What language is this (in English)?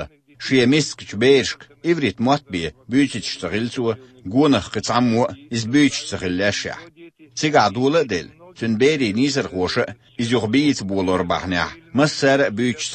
Chechen